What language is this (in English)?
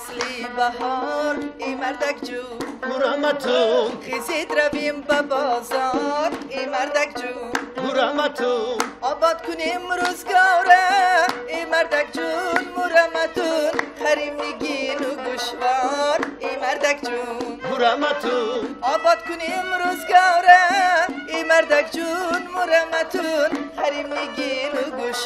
Tajik